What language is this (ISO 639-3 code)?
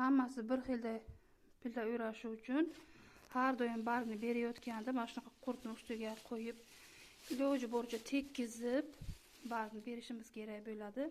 uzb